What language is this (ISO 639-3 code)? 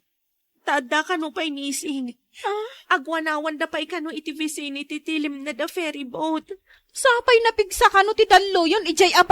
ilo